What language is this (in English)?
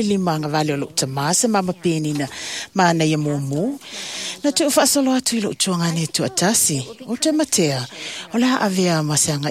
Samoan